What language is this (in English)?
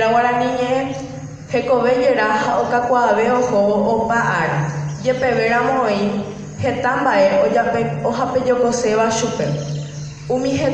Guarani